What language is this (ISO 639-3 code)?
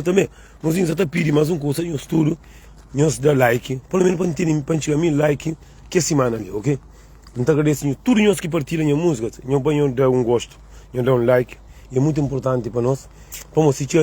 kea